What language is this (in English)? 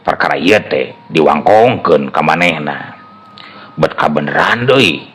Sundanese